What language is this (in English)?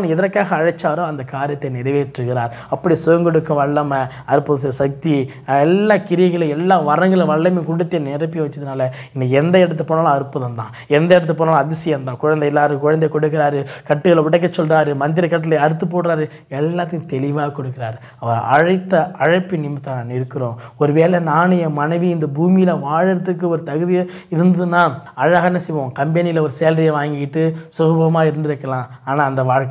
Tamil